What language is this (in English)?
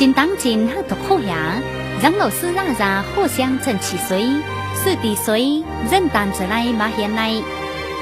Tai Nüa